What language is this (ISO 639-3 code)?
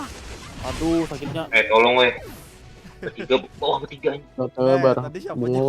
bjn